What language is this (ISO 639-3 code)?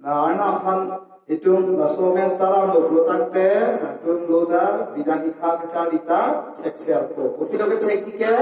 mjw